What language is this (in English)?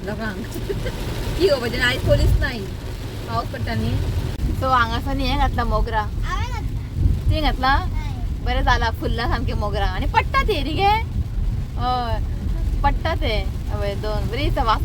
Konkani